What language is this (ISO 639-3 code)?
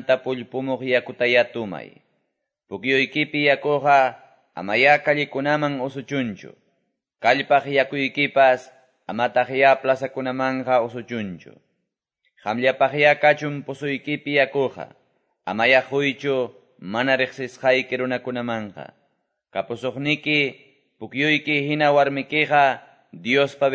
que